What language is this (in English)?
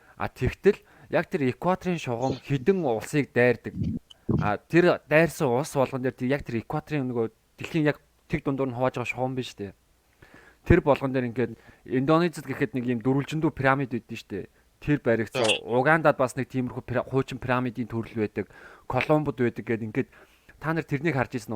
Mongolian